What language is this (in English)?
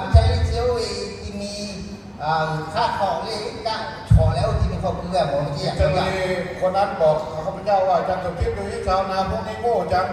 Lahu